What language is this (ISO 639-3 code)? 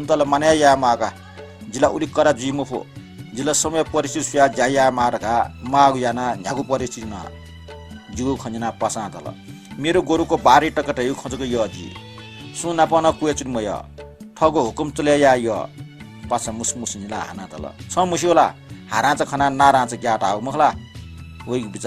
new